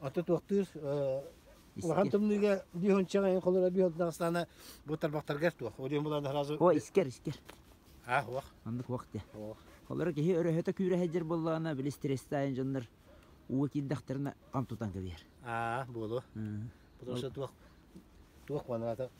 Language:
Yakut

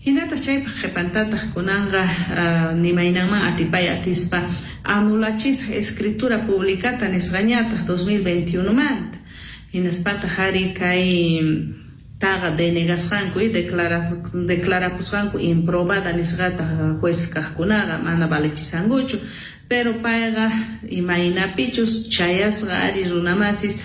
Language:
South Bolivian Quechua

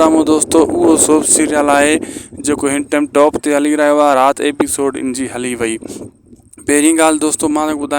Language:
Sindhi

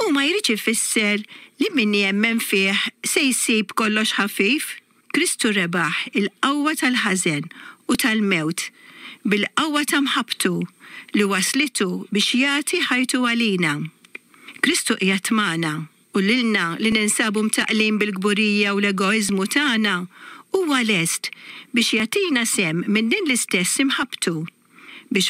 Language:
Maltese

